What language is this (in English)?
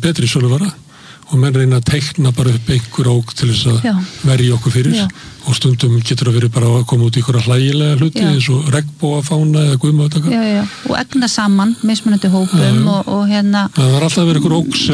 Icelandic